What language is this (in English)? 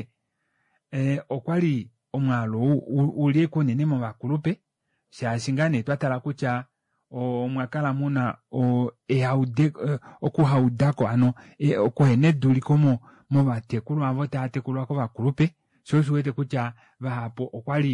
Kuanyama